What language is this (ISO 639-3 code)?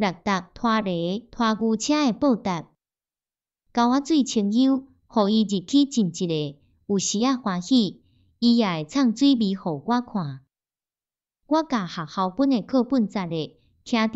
nan